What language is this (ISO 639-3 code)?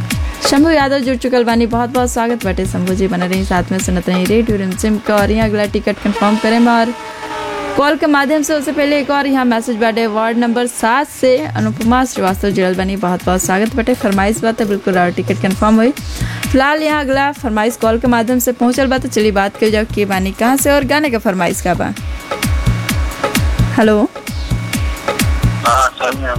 bho